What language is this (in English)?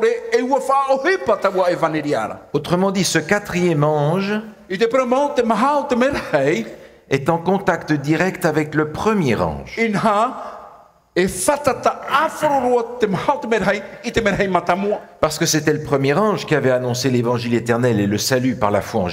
Tahitian